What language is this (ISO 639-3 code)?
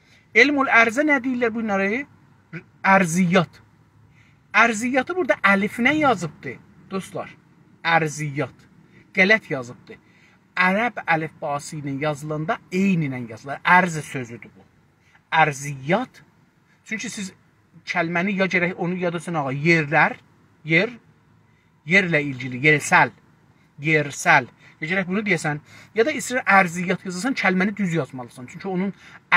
azb